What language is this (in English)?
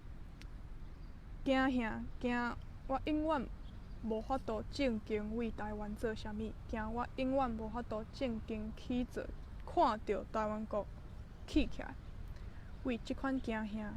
Min Nan Chinese